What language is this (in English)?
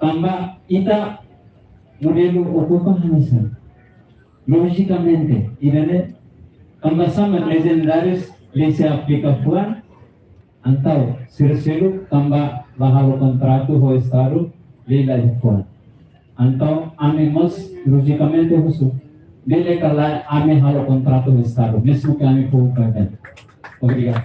Tetum